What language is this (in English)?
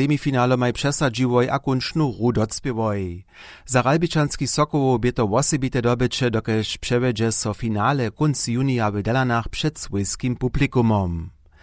Upper Sorbian